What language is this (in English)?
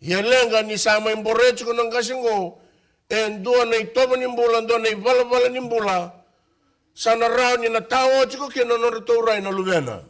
Fijian